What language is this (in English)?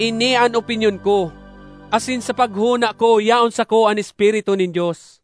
Bikol